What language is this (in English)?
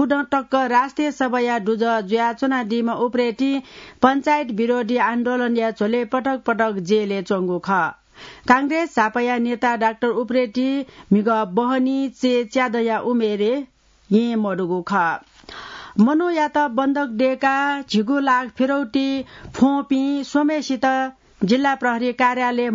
Newari